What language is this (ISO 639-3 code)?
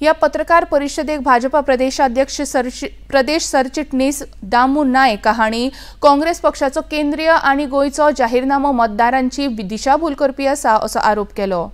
kok